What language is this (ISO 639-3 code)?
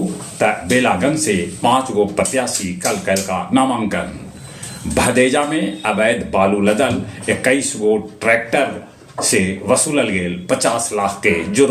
mag